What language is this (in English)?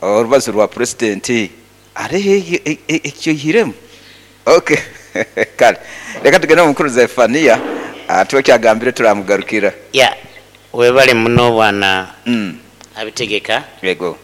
Nyoro